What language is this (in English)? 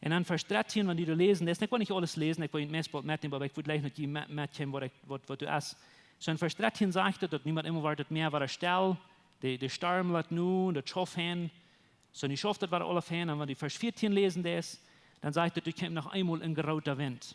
Plautdietsch